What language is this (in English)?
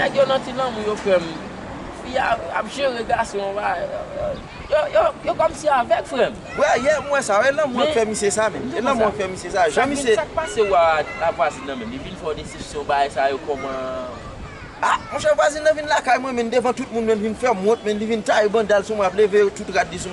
Haitian Creole